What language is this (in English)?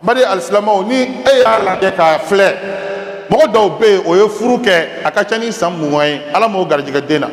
Bambara